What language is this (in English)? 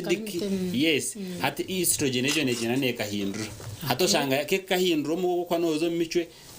Nyankole